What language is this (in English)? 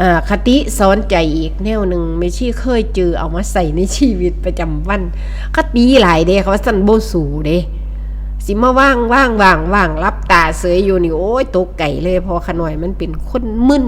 Northeastern Thai